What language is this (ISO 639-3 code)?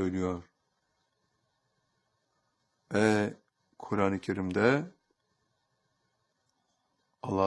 tur